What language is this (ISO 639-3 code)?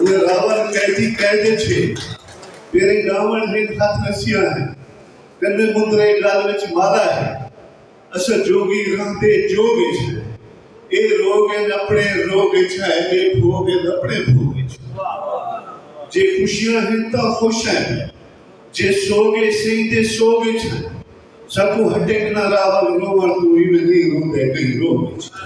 skr